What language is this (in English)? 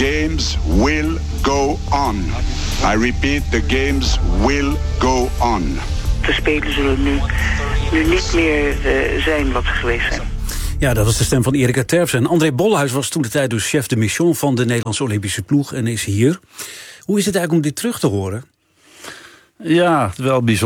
Dutch